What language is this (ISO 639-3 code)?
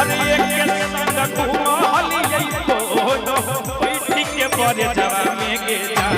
mag